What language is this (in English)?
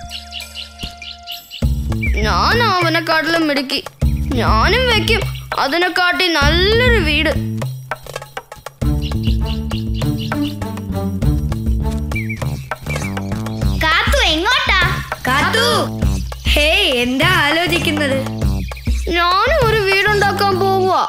Malayalam